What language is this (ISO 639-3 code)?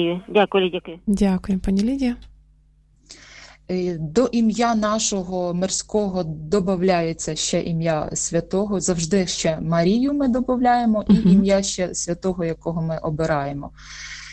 ukr